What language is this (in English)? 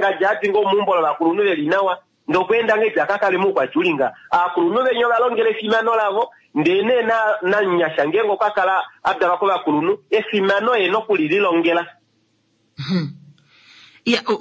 Kuanyama